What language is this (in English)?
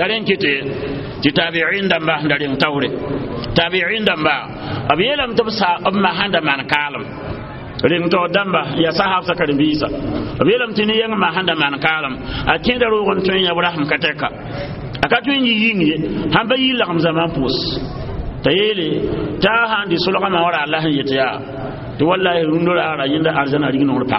Mossi